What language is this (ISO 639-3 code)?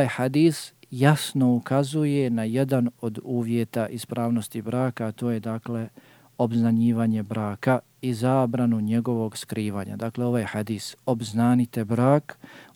bos